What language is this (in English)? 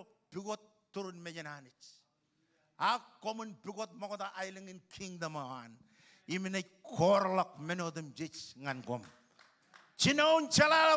Marshallese